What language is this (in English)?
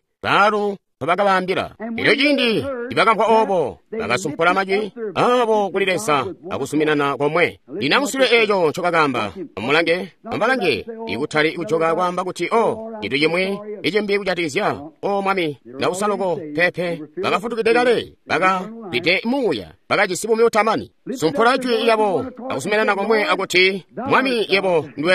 Tonga (Zambia)